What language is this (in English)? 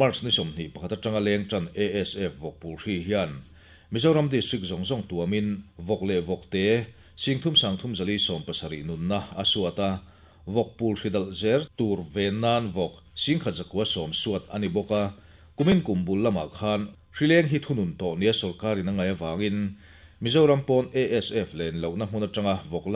Mizo